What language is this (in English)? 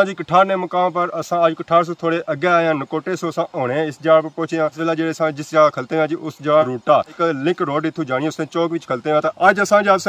Pahari-Potwari